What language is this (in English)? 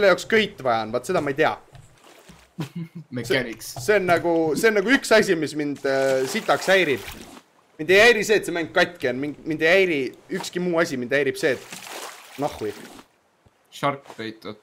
Estonian